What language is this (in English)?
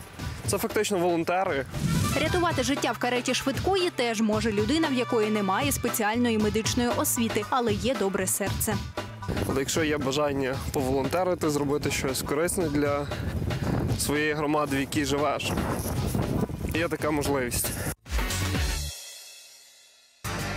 Ukrainian